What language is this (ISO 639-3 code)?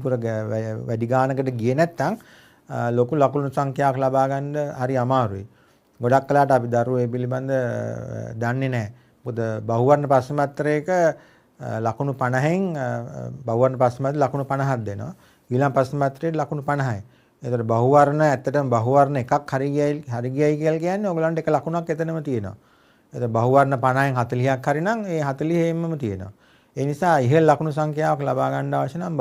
sin